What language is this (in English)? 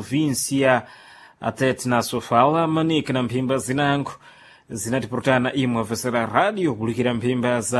Sena